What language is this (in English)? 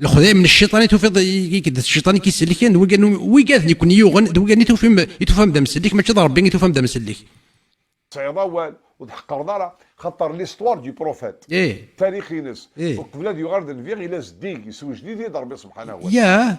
Kabyle